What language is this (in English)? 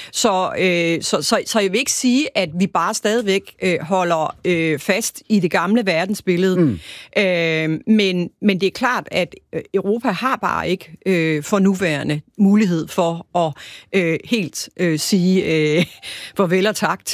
Danish